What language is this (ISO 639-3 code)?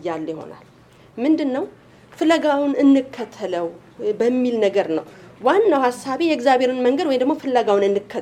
amh